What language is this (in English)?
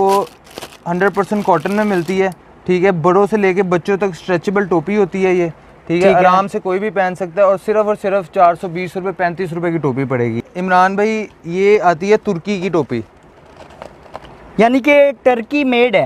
Hindi